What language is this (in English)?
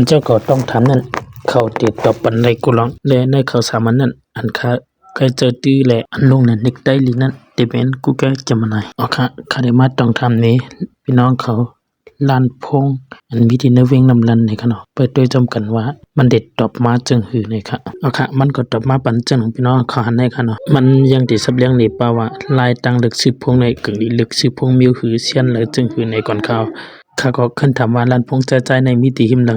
Shan